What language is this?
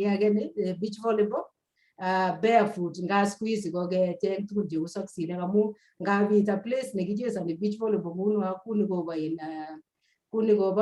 Kalenjin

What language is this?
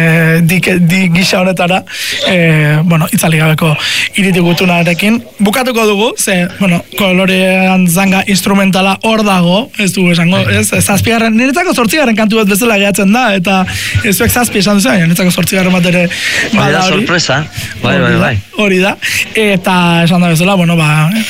Basque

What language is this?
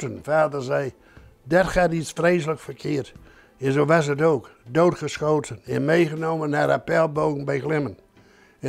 Dutch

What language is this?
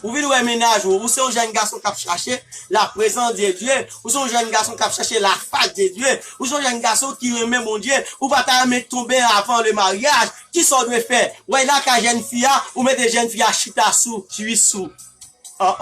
Haitian Creole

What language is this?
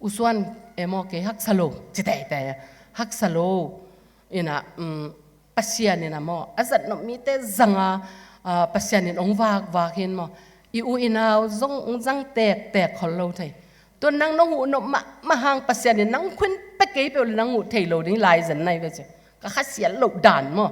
Tedim Chin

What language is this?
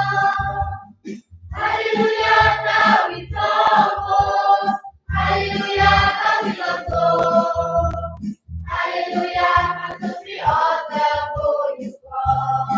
S'gaw Karen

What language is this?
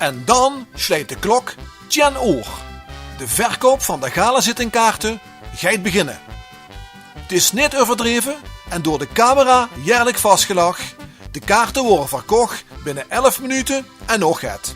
Limburgish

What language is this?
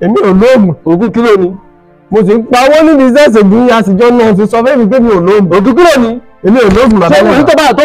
Yoruba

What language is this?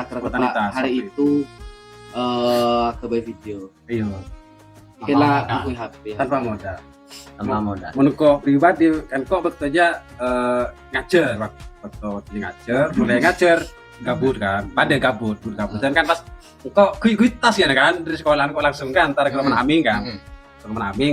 Madurese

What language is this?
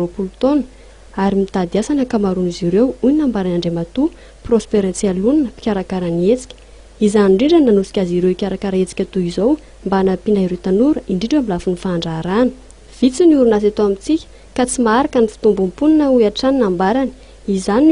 Malagasy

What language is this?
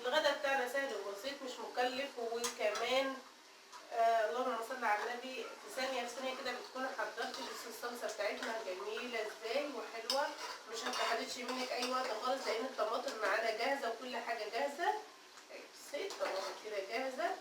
Egyptian Arabic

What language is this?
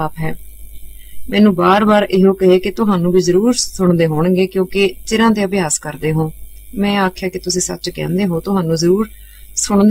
Punjabi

